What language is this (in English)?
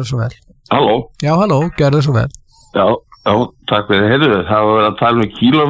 Icelandic